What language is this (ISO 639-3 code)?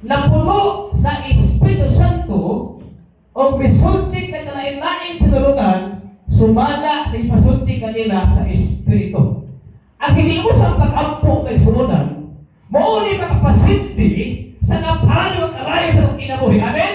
ceb